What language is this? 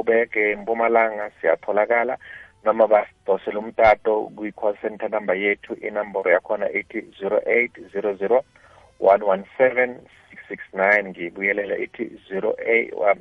South Ndebele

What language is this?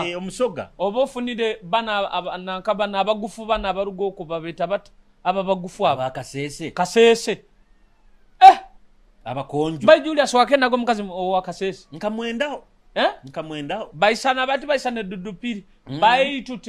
Nyoro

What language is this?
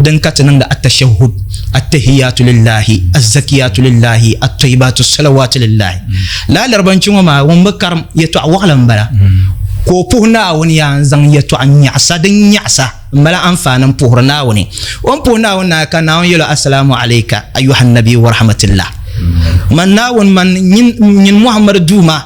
Dagbani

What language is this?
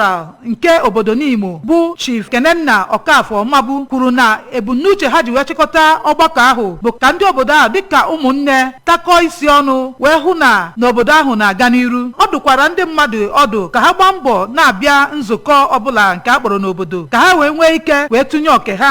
Igbo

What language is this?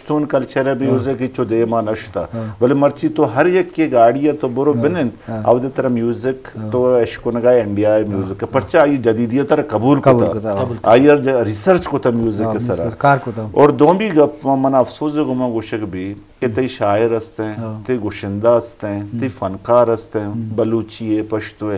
Eastern Balochi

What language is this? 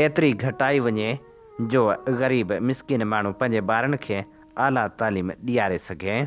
Sindhi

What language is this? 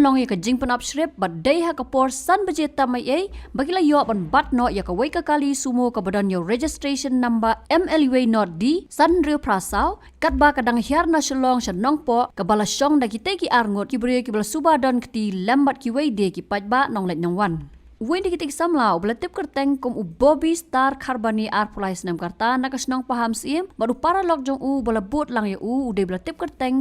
Khasi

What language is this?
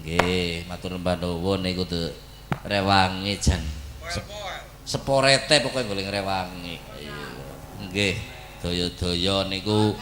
Javanese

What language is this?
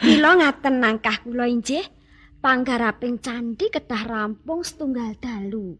Javanese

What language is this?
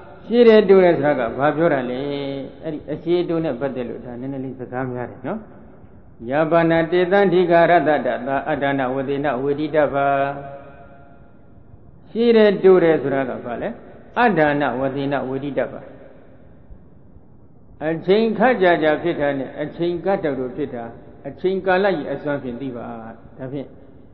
Burmese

